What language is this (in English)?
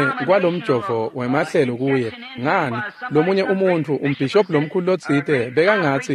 Swati